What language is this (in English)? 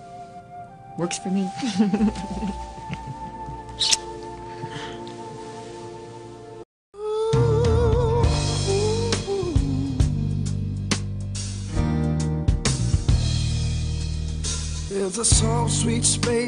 English